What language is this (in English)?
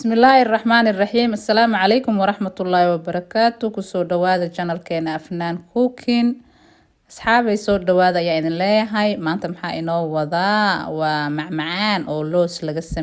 Somali